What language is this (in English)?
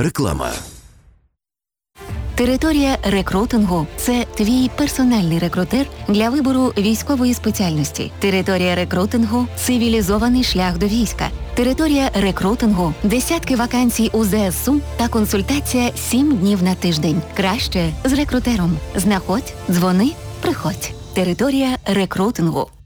Ukrainian